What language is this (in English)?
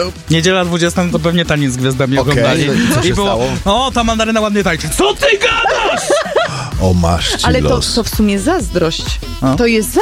Polish